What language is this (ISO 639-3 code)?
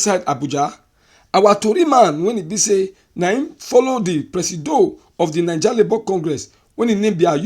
pcm